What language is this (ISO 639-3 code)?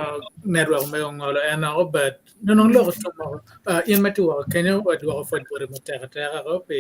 ach